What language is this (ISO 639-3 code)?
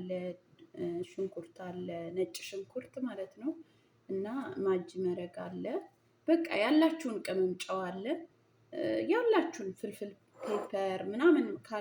amh